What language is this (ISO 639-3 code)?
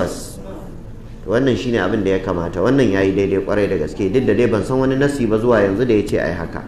hau